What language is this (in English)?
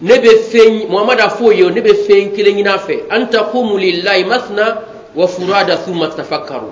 Bambara